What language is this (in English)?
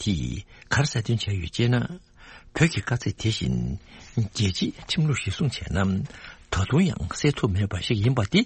Tibetan